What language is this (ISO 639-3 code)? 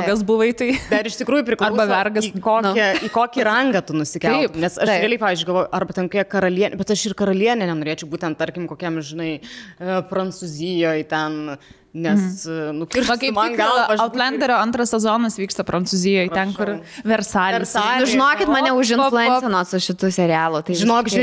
lit